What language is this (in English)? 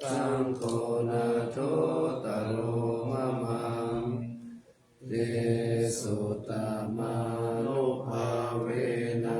Pali